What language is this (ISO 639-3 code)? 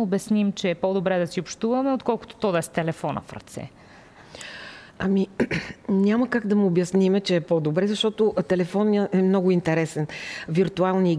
bul